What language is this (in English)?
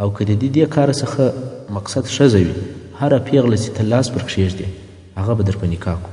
Pashto